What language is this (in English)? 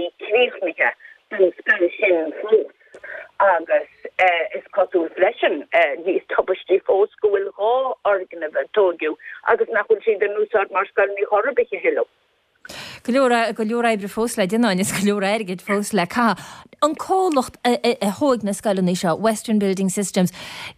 Irish